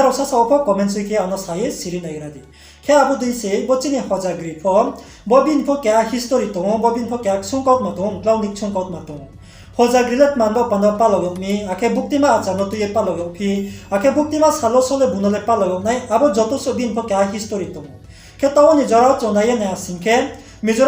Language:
Riang (India)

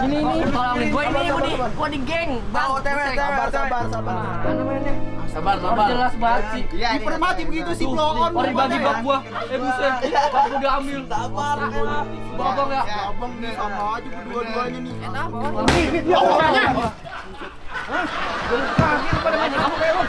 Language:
Betawi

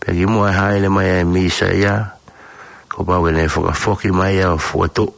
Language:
Tongan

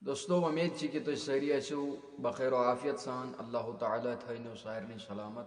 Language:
Kashmiri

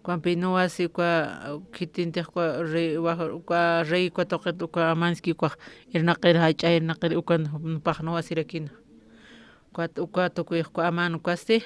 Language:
Aymara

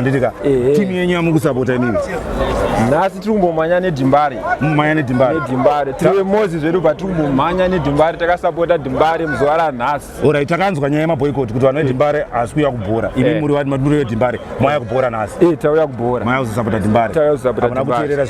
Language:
Shona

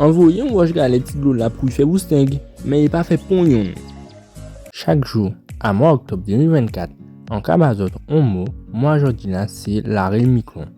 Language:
Guadeloupean Creole French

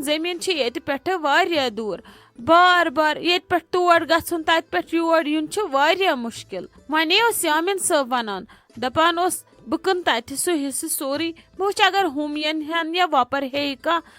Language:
Kashmiri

